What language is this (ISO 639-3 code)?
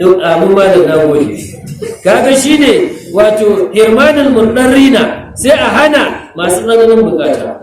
hau